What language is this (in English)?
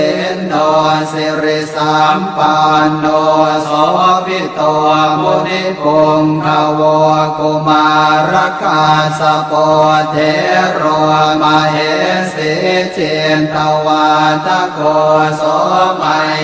Pali